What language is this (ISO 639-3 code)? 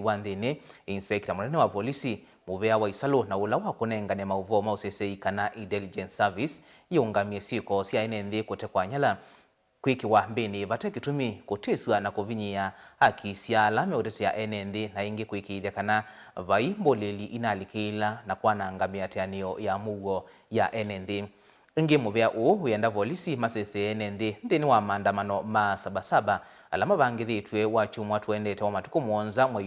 kam